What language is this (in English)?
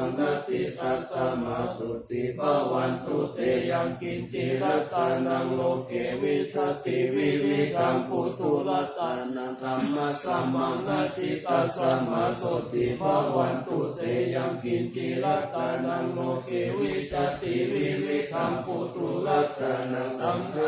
Pali